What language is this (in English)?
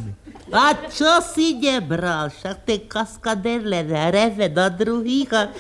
Slovak